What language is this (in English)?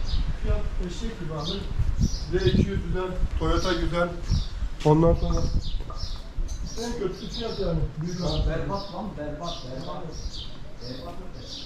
Bashkir